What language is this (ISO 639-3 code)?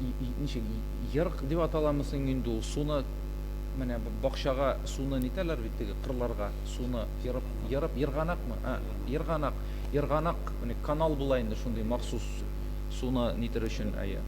tat